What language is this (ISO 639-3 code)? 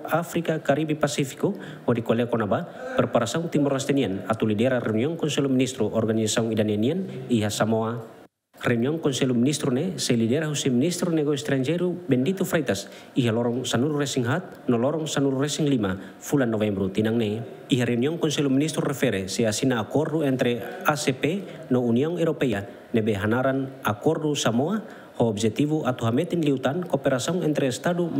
tet